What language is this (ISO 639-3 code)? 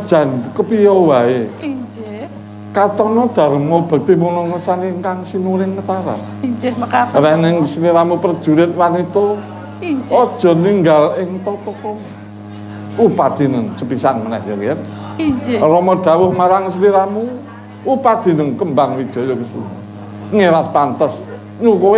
jav